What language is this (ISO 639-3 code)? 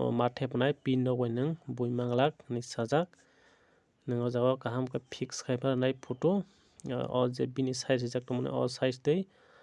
trp